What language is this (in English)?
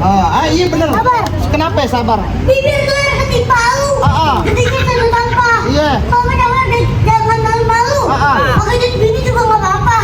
Betawi